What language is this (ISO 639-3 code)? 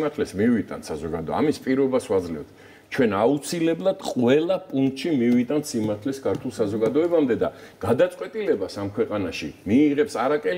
kat